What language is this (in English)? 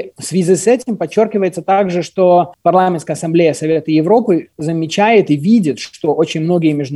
Belarusian